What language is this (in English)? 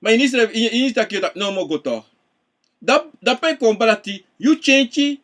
Sranan Tongo